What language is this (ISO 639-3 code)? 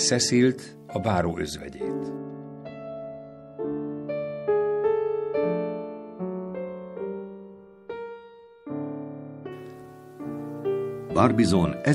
hun